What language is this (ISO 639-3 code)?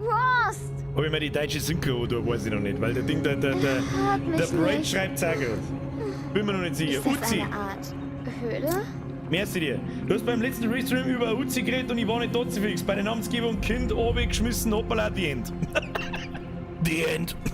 bar